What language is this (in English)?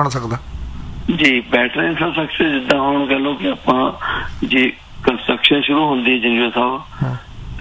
Punjabi